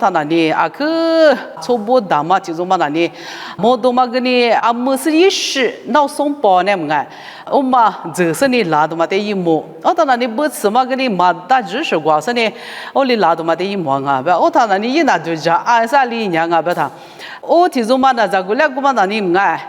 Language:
Lisu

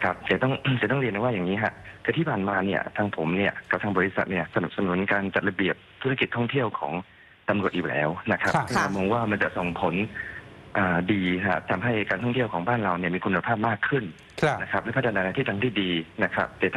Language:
Thai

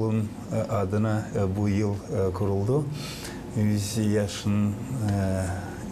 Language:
Gagauz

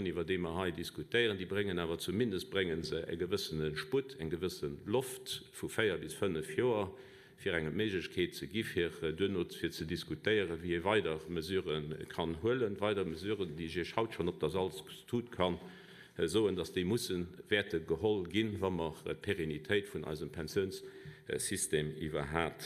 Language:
Luxembourgish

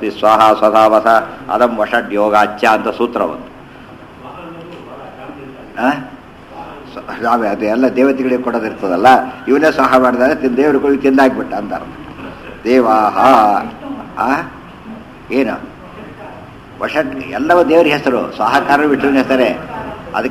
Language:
Kannada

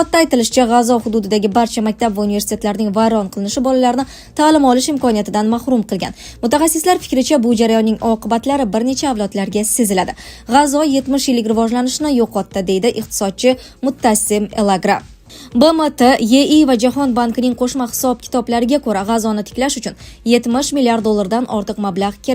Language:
Uzbek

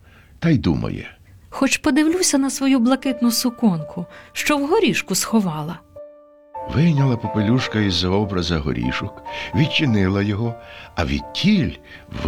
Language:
Ukrainian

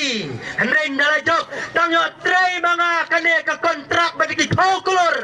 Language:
Khasi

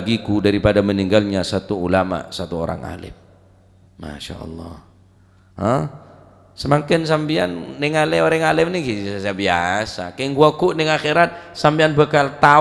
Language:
Madurese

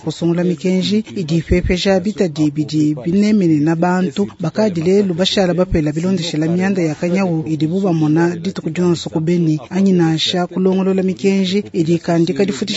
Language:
Luba-Lulua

